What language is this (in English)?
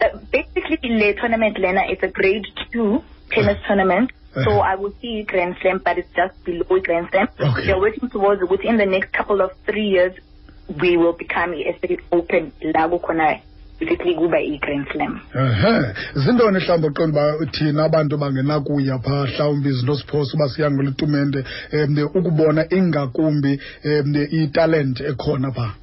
Xhosa